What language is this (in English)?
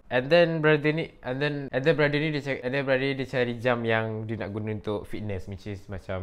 Malay